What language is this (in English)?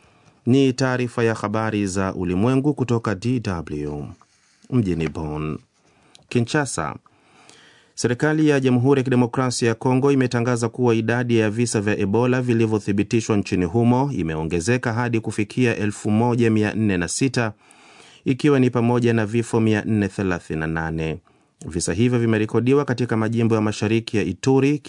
Swahili